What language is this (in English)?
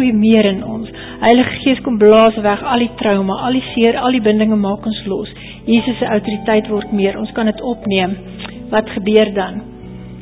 Afrikaans